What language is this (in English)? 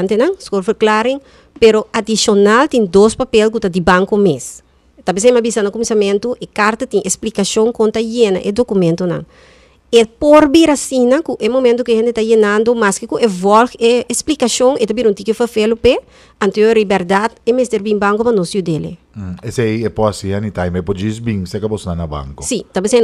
Papiamento